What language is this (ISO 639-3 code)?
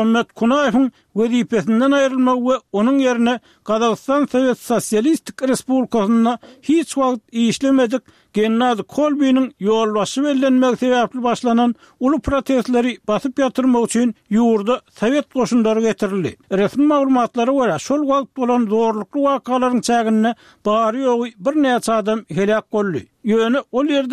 tuk